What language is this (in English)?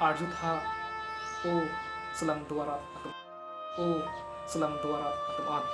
Karbi